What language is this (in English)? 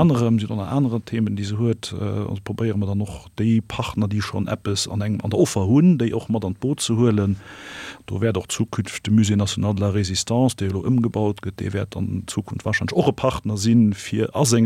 Luxembourgish